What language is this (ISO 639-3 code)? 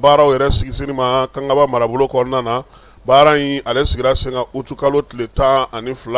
bam